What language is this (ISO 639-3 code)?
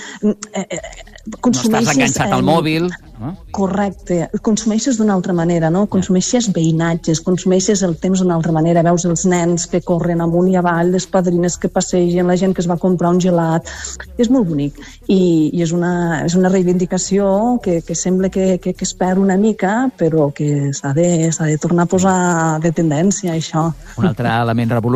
cat